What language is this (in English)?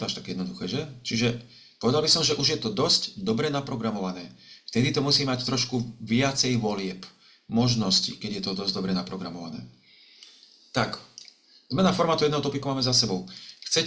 Slovak